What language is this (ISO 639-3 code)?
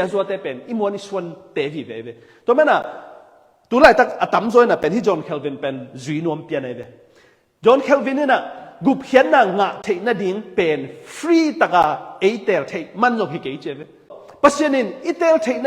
ctd